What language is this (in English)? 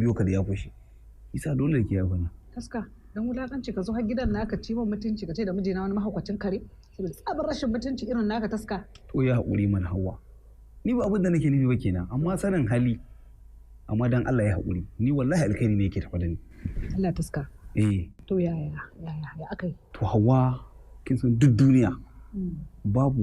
Hausa